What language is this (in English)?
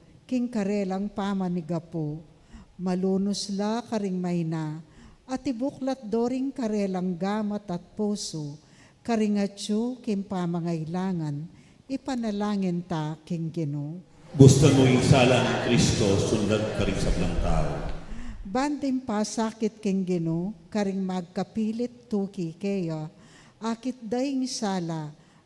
Pampanga